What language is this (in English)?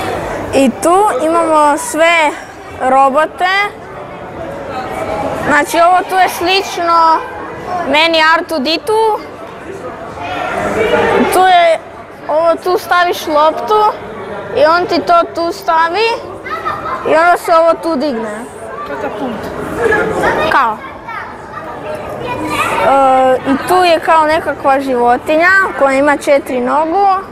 Croatian